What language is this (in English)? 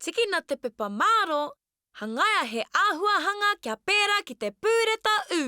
Māori